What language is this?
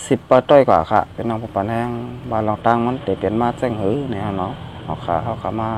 Shan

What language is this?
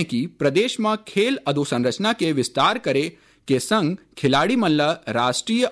Chhattisgarhi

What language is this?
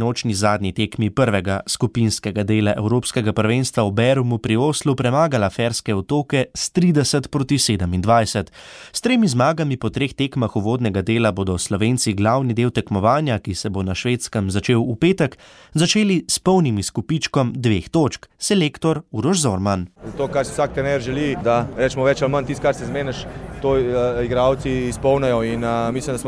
Slovenian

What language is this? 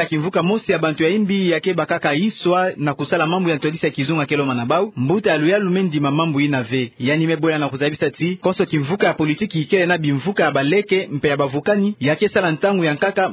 Kituba (Democratic Republic of Congo)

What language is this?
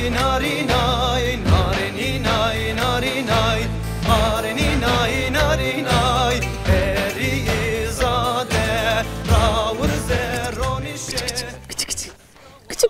Zaza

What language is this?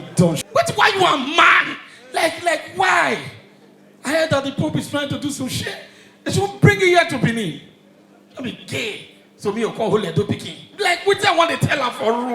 Nigerian Pidgin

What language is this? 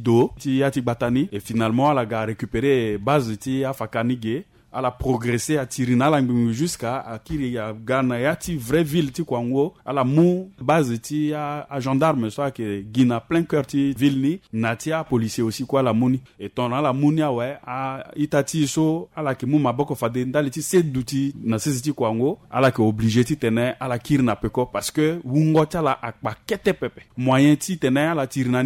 Sango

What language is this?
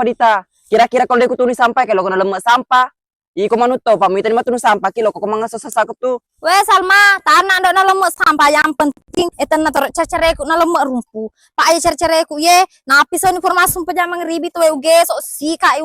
Buginese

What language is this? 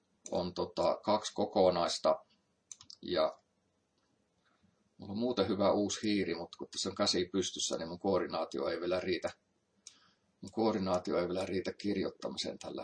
Finnish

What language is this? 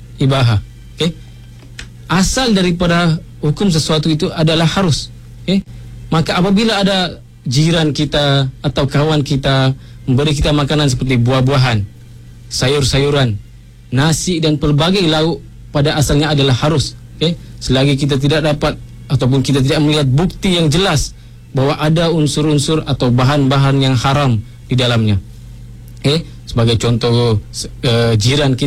Malay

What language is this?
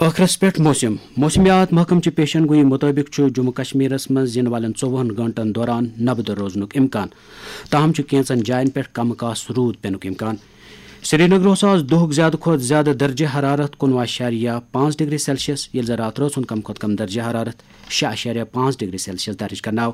Kashmiri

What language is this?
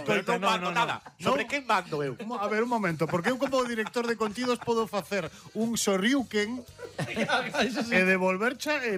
Galician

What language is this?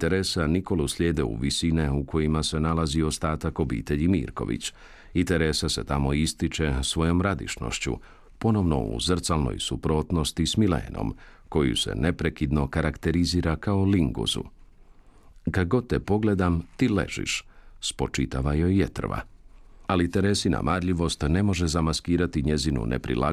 Croatian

